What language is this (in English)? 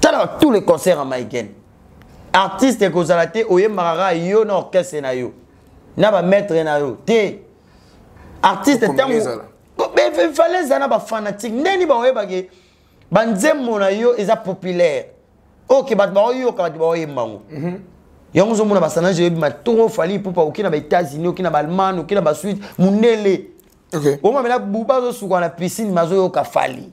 Lingala